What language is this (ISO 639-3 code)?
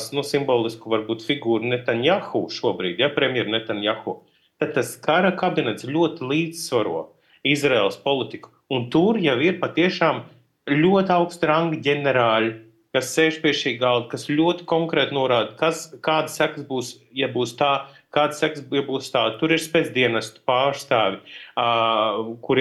lav